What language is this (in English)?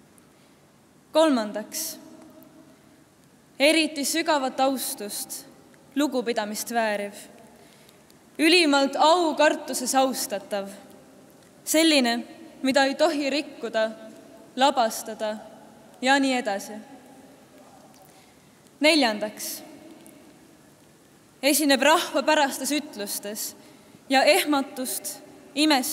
Estonian